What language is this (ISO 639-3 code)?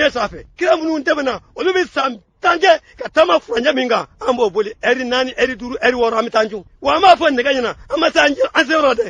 bam